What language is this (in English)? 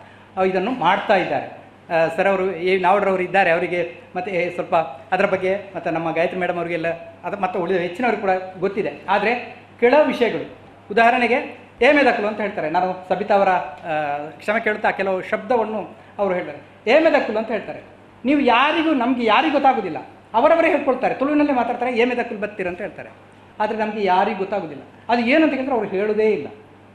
Kannada